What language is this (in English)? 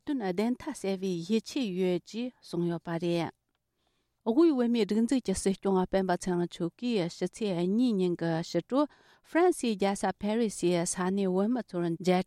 Tibetan